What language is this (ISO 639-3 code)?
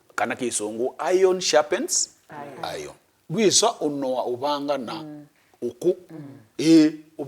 kam